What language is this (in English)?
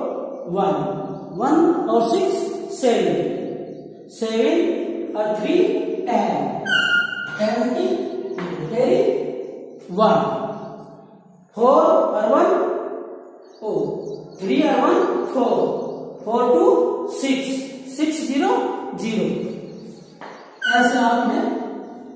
Hindi